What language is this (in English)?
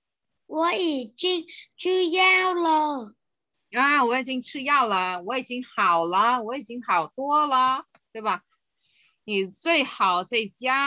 Chinese